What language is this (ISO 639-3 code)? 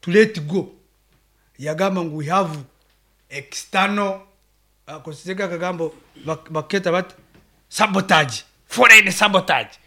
nyn